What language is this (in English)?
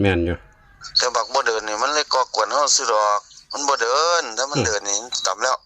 Northeastern Thai